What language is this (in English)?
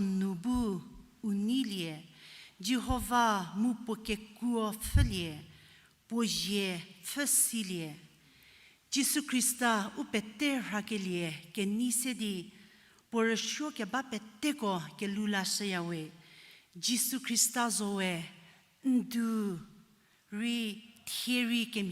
Angami Naga